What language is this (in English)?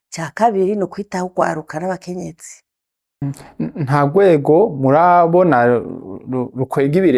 Rundi